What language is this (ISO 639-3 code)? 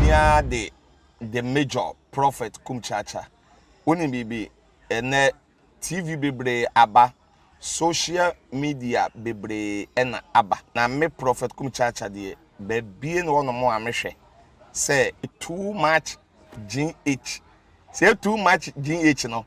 aka